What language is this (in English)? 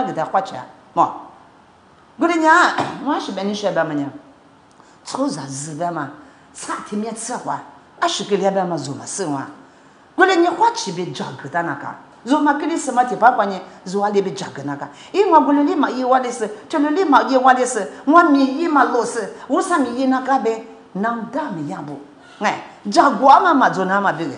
Lisu